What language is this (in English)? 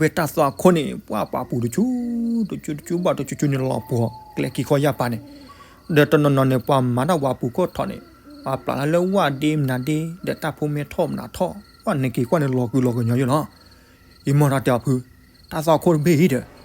S'gaw Karen